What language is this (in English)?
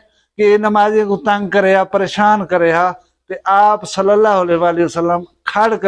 Saraiki